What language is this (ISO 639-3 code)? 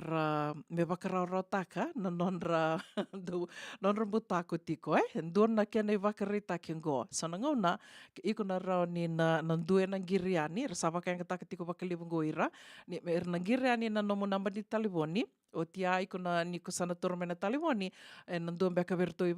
fij